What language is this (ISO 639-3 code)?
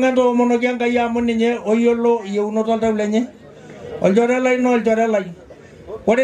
mas